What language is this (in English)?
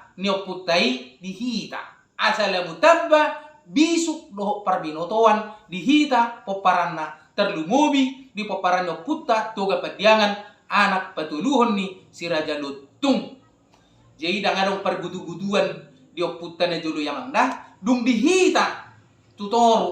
Batak Toba